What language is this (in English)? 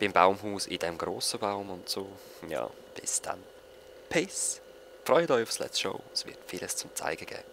Swiss German